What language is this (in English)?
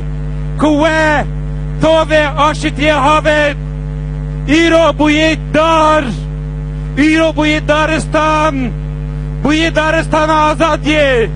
Kurdish